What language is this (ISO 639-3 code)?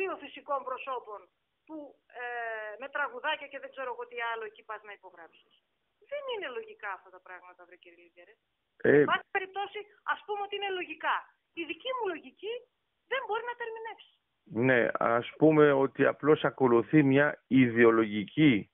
ell